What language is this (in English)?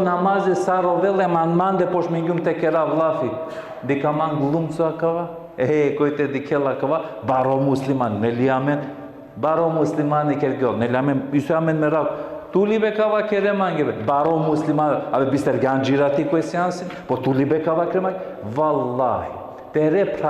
Balkan Romani